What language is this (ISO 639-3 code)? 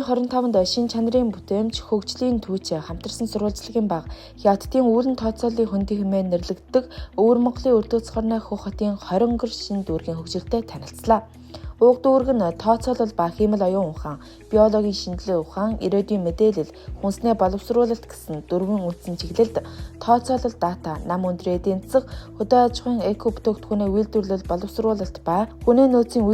mon